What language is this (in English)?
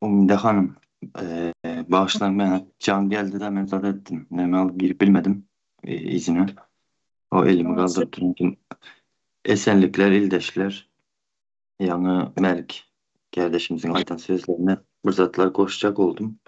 Turkmen